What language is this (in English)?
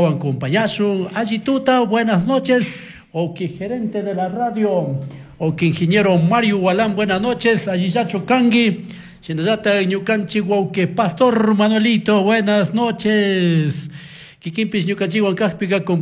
Chimborazo Highland Quichua